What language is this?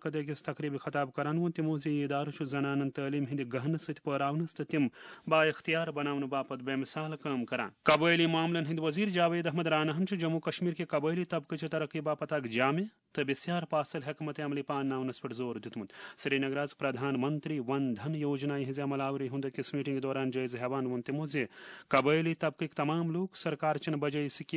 Kashmiri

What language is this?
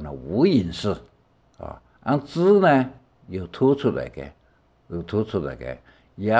Hakka Chinese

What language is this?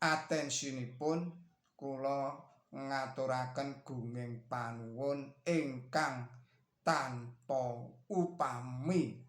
Javanese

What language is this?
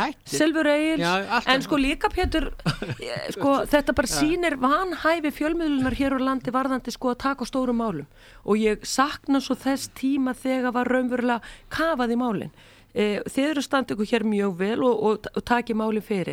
Icelandic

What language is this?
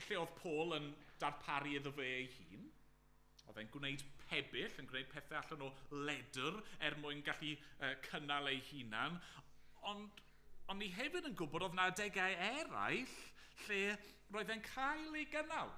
Welsh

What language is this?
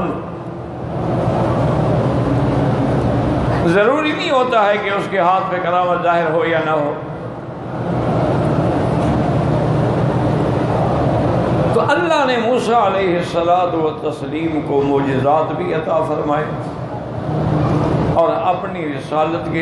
Urdu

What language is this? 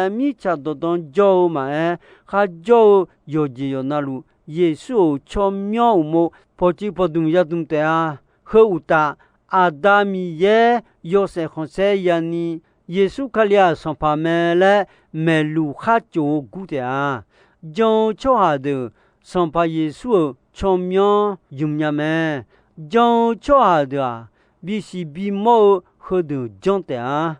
Akha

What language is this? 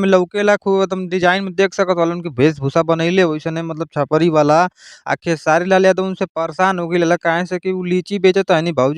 Bhojpuri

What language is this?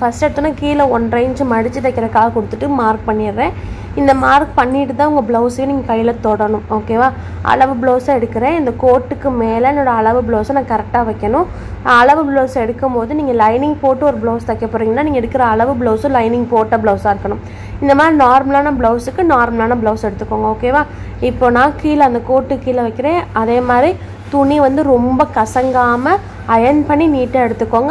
Tamil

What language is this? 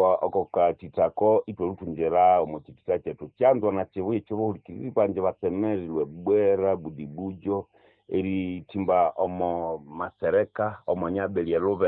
Nande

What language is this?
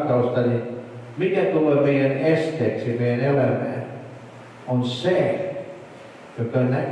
Finnish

